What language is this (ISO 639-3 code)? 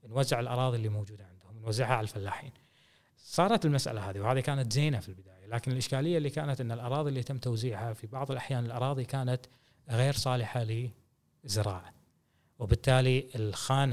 afb